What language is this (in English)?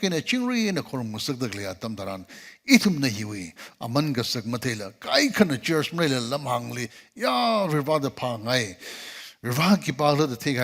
Tangkhul Naga (India)